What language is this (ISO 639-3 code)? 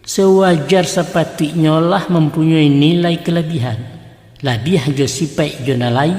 min